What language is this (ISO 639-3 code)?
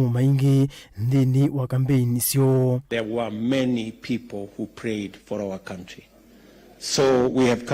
kam